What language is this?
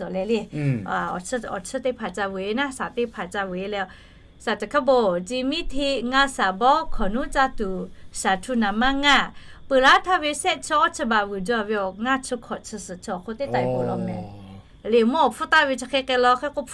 Lahu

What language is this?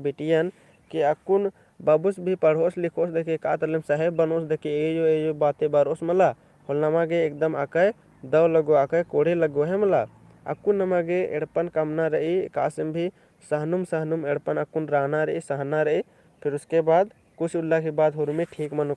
Kurukh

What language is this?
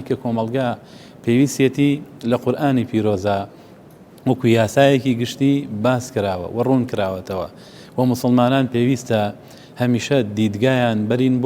Central Kurdish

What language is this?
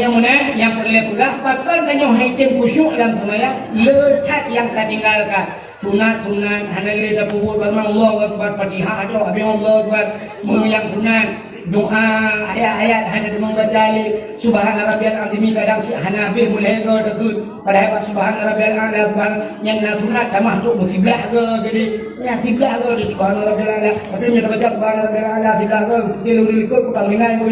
Achinese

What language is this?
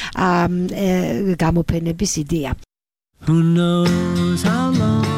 Georgian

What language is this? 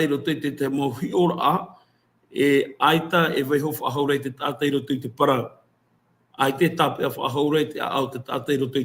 Tahitian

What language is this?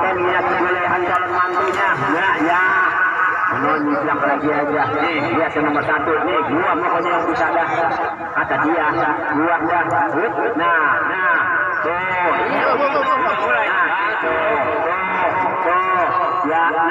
Betawi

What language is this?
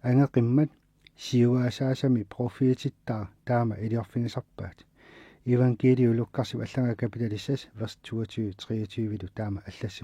Kalaallisut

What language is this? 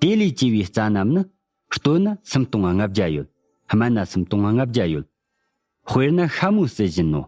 Tibetan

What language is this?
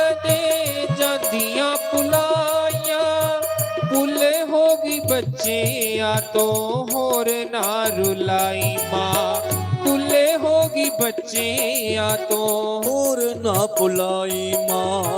Dogri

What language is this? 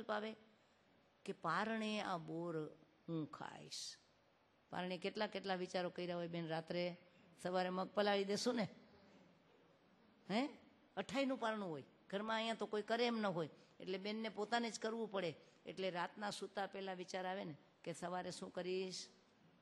Gujarati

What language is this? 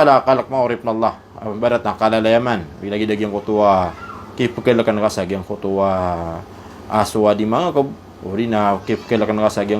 Maranao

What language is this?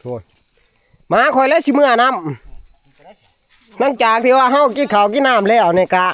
Northeastern Thai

